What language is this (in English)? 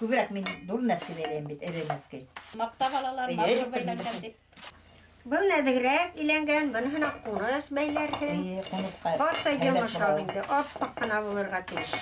Bashkir